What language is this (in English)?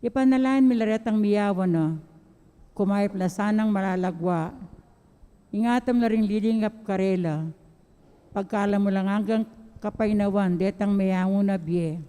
Pampanga